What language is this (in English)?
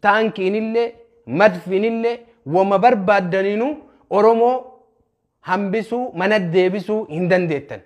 Oromo